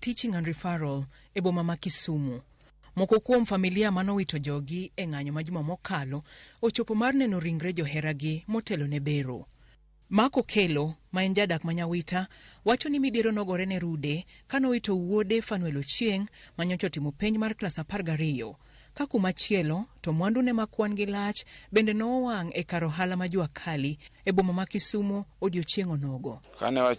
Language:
Luo (Kenya and Tanzania)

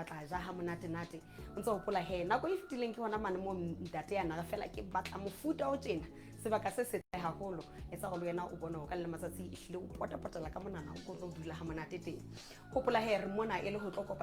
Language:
Southern Sotho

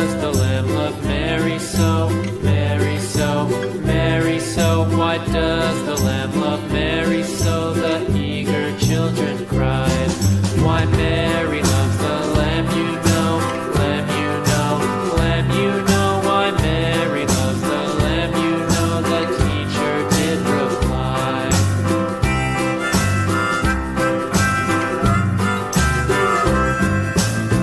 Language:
English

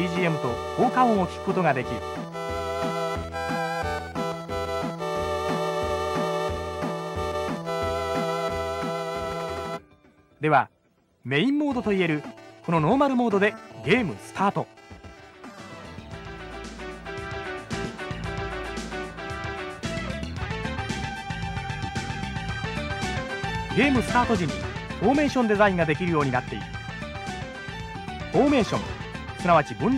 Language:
Japanese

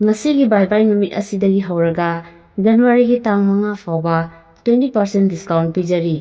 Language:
Manipuri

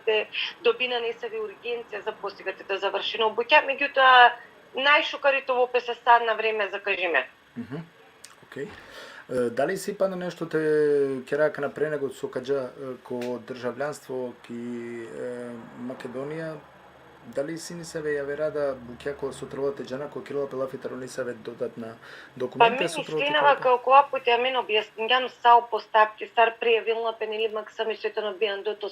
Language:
Balkan Romani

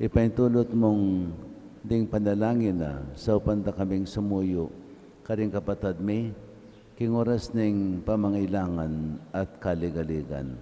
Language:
Pampanga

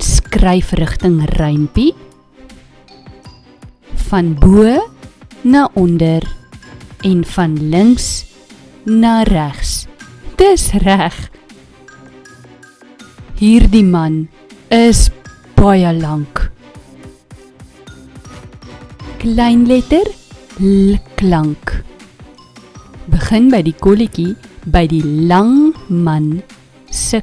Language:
Afrikaans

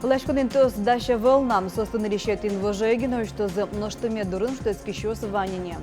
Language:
Udmurt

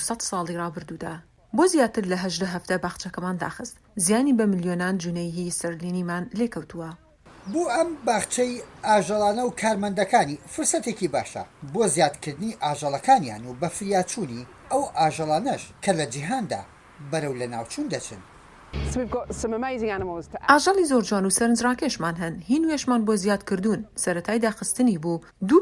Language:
Central Kurdish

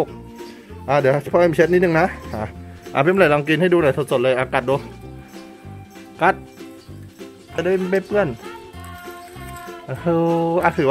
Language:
Thai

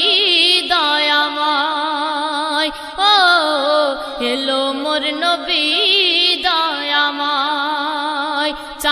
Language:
Bangla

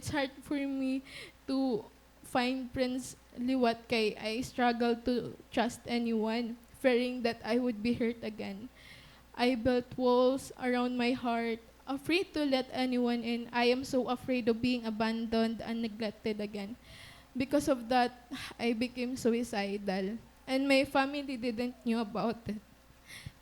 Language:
Waray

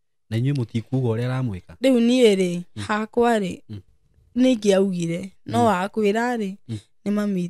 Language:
Kikuyu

